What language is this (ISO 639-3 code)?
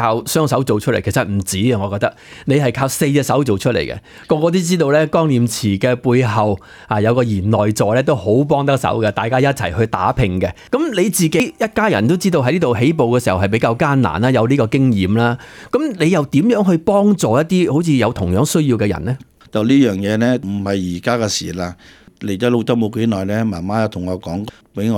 yue